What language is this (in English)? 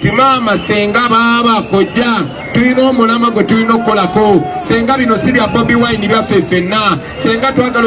Ganda